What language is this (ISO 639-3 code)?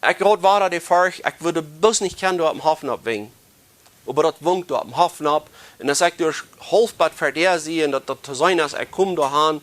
pdt